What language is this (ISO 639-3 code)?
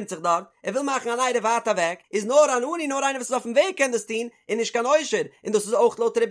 yid